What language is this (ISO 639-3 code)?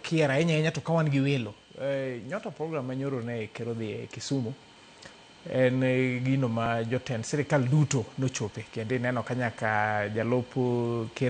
luo